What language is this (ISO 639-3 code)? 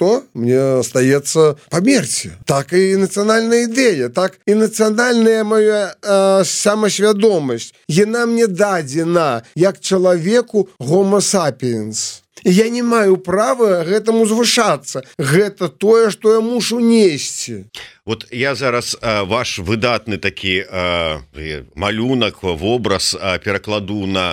bel